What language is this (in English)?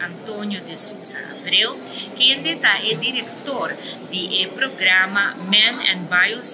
Papiamento